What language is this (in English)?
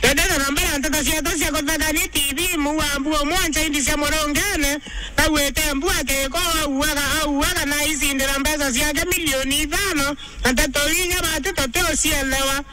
Meru